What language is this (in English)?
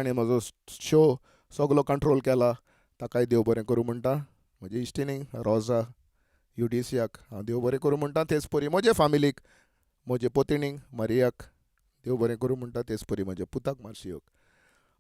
Konkani